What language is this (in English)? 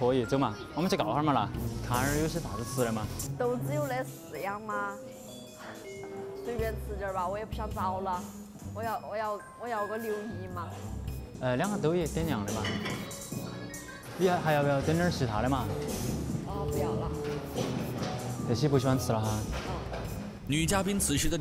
Chinese